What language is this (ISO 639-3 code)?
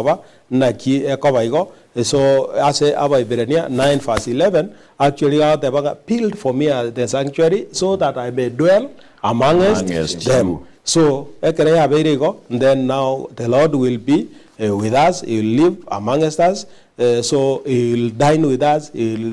guz